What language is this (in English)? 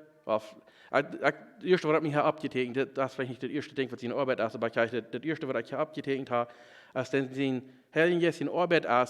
Plautdietsch